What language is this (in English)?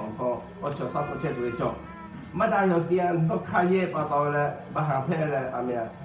Lahu